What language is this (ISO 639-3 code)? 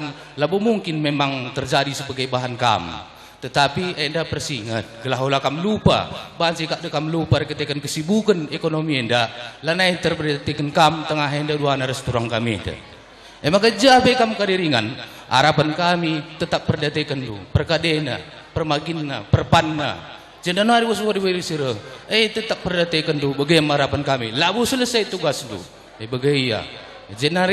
btx